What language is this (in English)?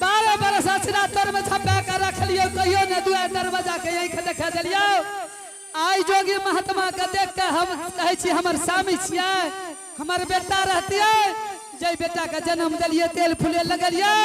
Angika